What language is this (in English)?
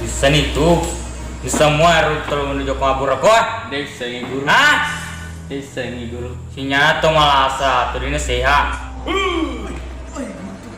Buginese